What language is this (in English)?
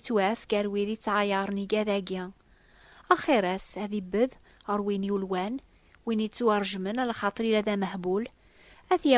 Kabyle